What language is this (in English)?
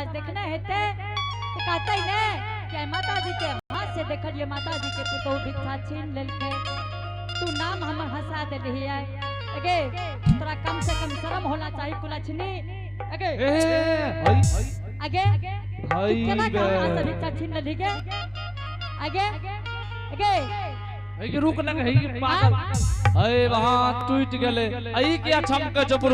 Angika